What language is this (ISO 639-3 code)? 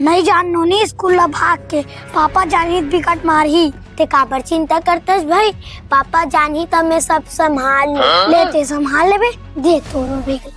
hne